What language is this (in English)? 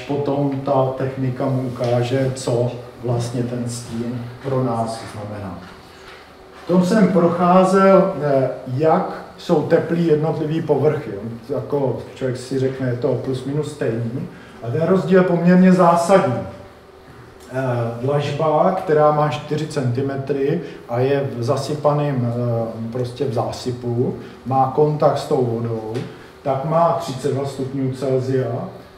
Czech